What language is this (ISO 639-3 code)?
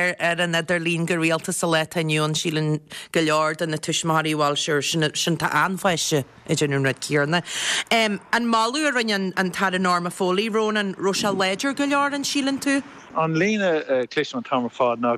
gle